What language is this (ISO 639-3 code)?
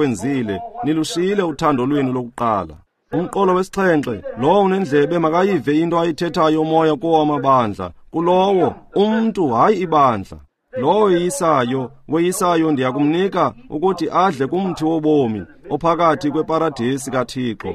xho